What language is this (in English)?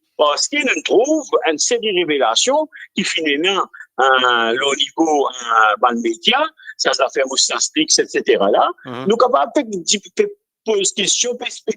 Morisyen